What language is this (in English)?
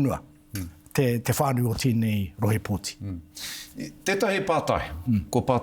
Māori